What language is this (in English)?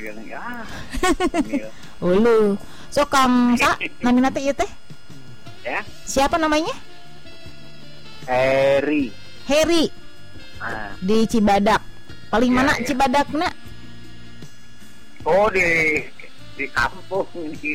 Sundanese